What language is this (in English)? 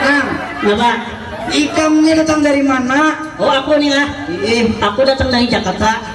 Banjar